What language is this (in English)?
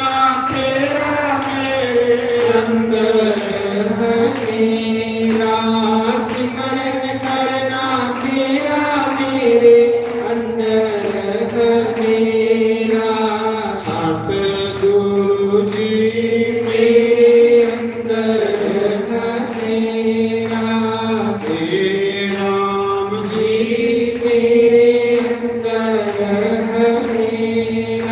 Dogri